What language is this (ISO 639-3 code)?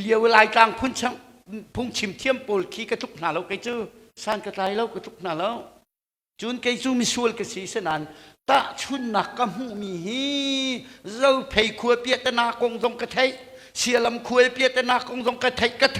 cnh